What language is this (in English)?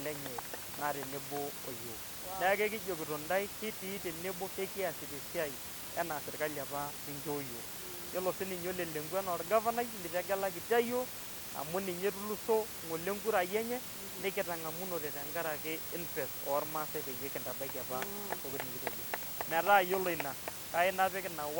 Masai